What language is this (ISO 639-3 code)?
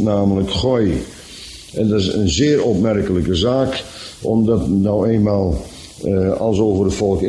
nld